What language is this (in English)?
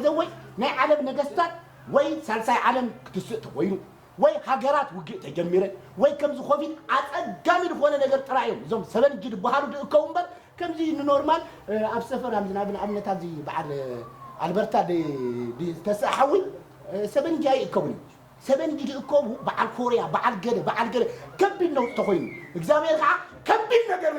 Tigrinya